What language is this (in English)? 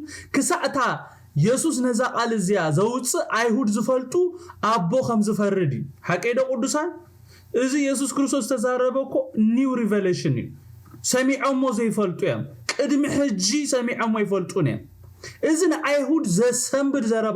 Tigrinya